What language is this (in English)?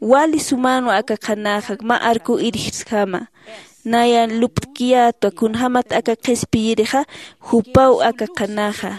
Aymara